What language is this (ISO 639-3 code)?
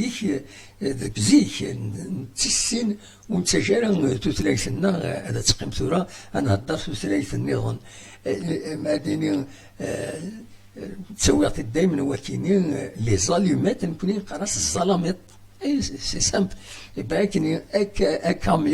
kab